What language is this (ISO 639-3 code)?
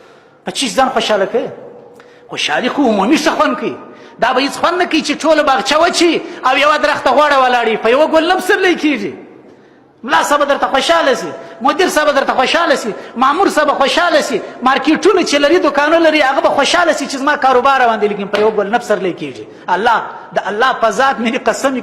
pus